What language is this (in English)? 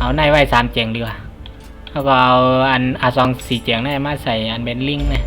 Shan